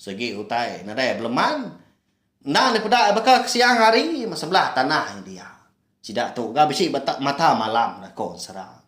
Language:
Iban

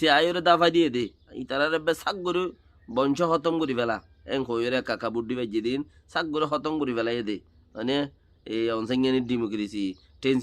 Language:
Rohingya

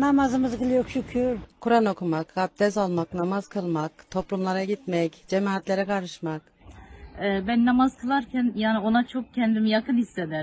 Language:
Turkish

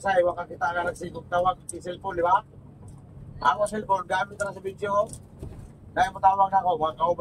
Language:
Bikol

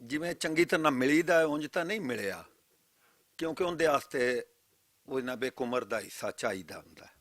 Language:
Western Panjabi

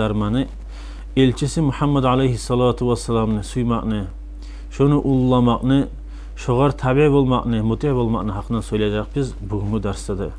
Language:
Kumyk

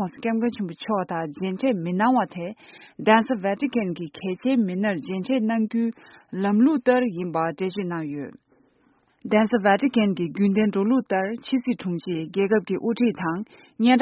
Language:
Tibetan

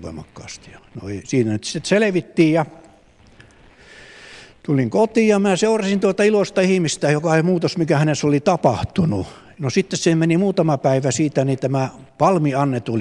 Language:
Finnish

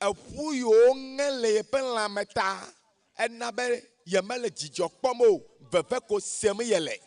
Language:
Ewe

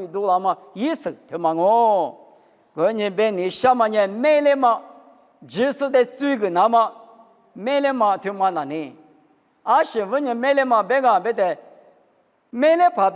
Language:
Lisu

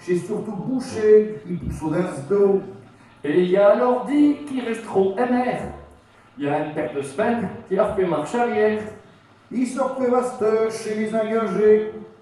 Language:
Picard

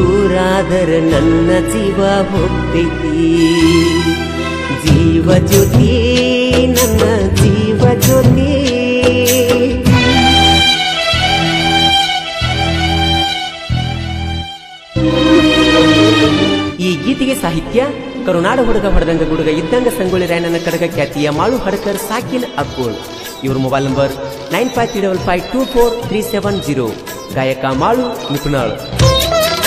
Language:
Kannada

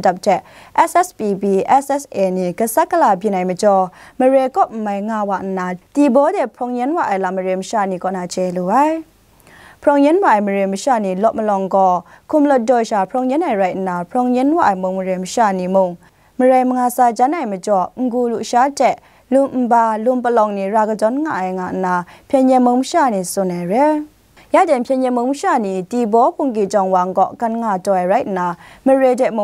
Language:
Kachin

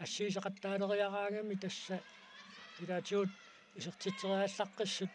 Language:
Kalaallisut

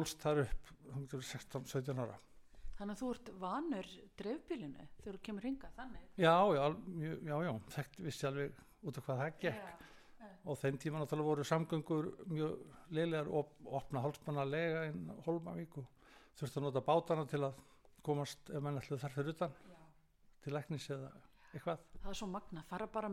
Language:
Icelandic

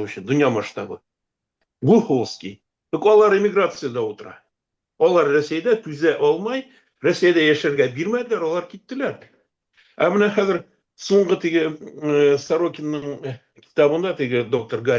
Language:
Bashkir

